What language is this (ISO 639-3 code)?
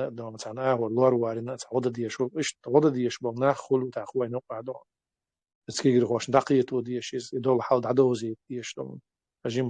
che